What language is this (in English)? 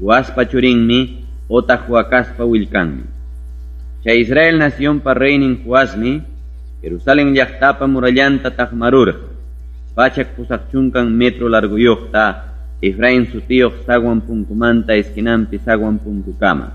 Ayacucho Quechua